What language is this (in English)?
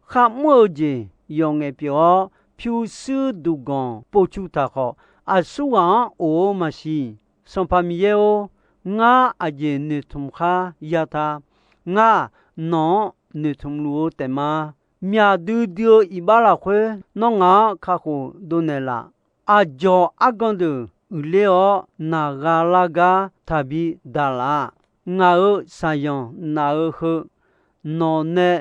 Akha